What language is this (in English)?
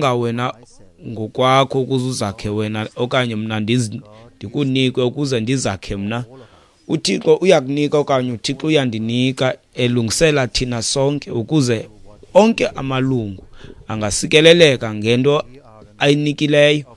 Xhosa